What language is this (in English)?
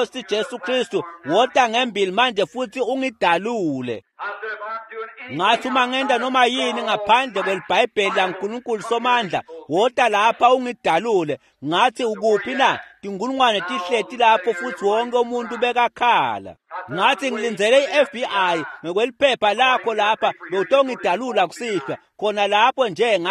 Swati